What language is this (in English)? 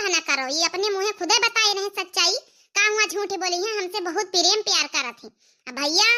Awadhi